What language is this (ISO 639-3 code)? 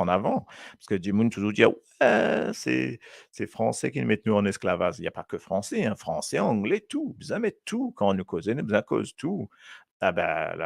mfe